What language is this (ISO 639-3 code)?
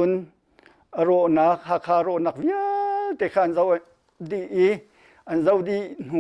cnh